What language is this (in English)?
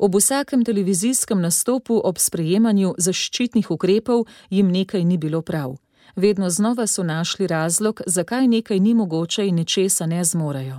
Slovenian